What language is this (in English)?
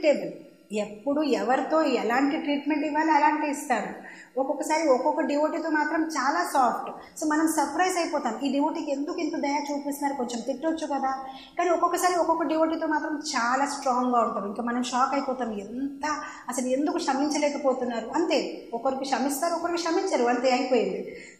Telugu